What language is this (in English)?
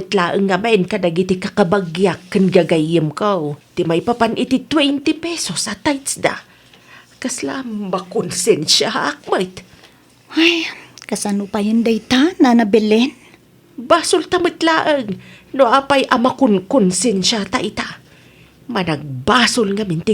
Iloko